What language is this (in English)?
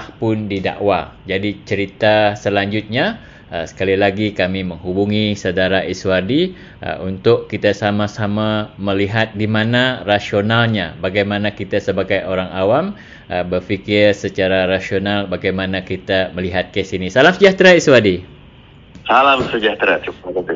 Malay